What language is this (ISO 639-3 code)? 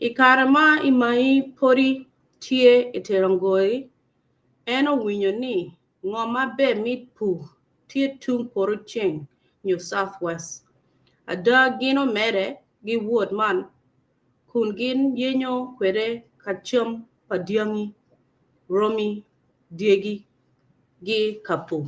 ach